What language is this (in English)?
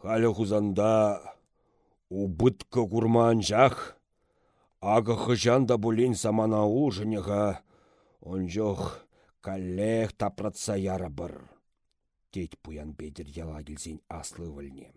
Chuvash